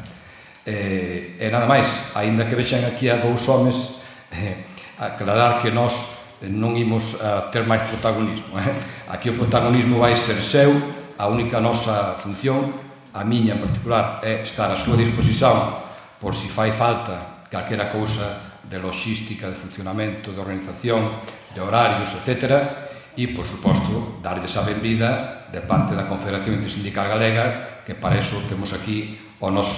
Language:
Galician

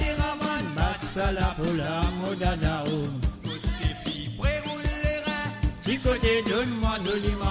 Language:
Morisyen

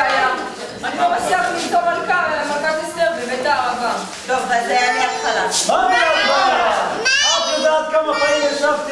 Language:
Hebrew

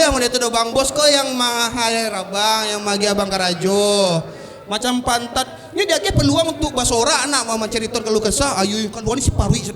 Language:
Minangkabau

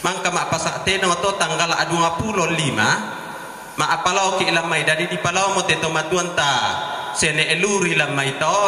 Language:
Toraja-Sa'dan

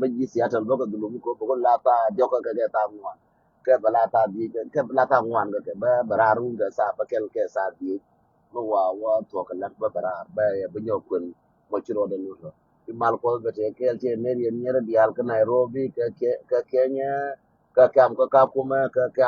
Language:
Nuer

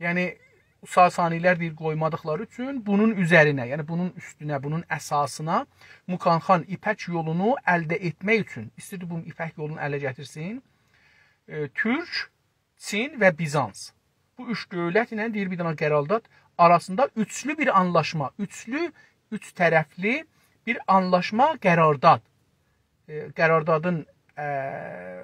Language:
South Azerbaijani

